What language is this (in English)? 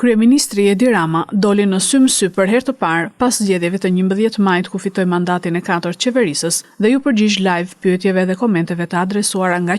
Albanian